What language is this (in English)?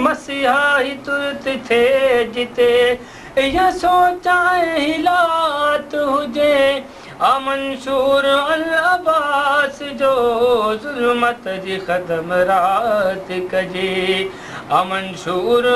Sindhi